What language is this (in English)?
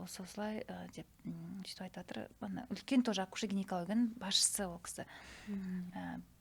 Kazakh